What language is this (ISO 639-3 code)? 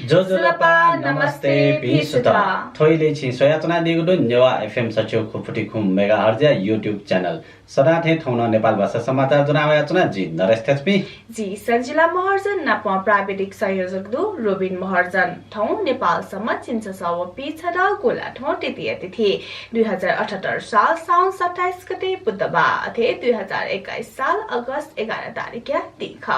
new